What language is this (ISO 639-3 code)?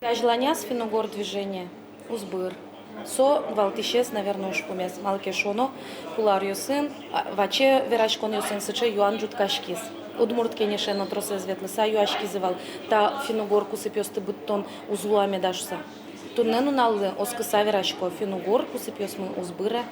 udm